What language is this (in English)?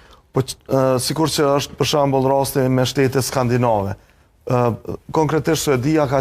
Albanian